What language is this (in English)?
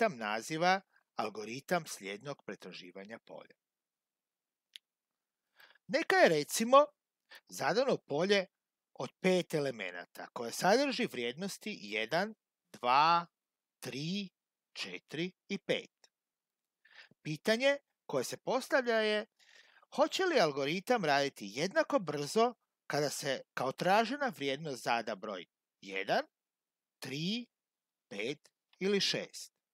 Croatian